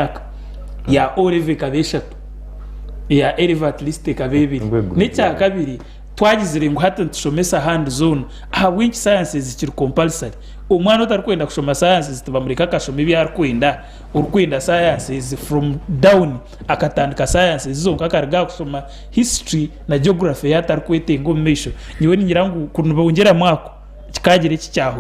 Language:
Nyankole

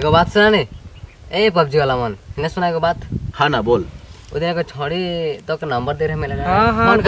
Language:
Sadri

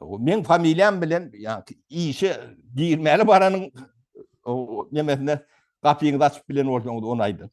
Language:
Turkmen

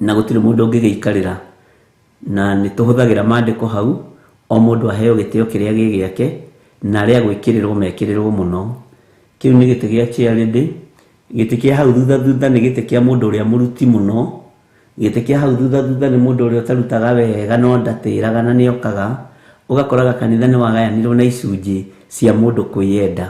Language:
Kikuyu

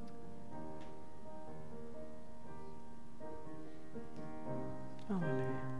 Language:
Danish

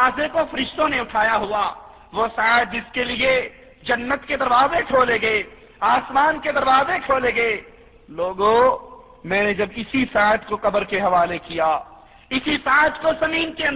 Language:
Urdu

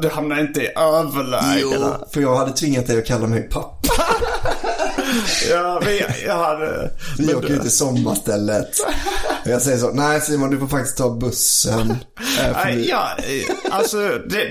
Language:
Swedish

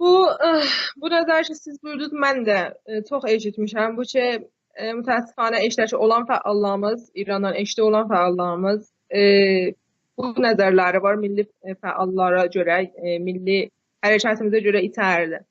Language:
South Azerbaijani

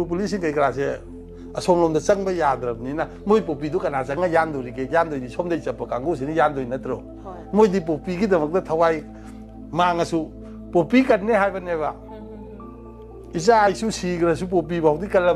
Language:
Manipuri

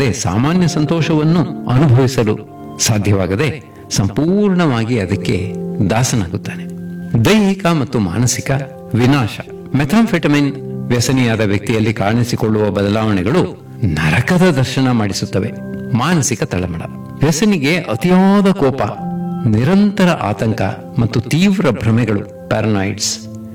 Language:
Kannada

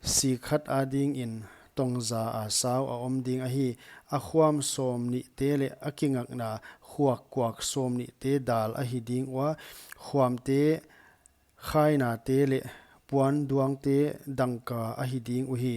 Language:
Paite Chin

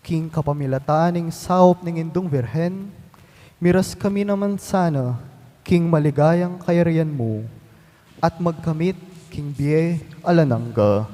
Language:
Pampanga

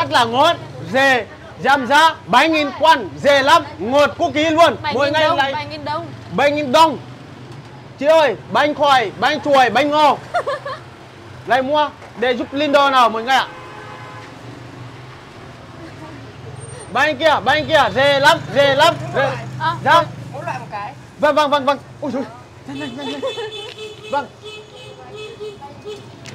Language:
Vietnamese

